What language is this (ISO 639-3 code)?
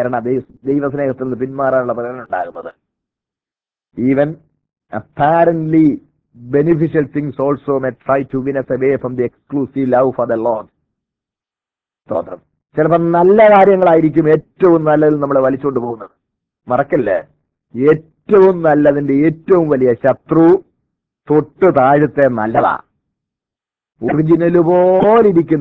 mal